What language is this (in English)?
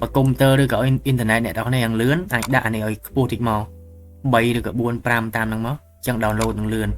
Khmer